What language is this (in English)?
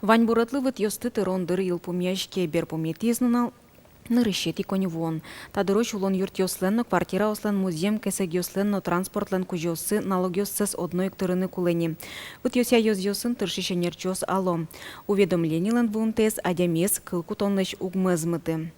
Udmurt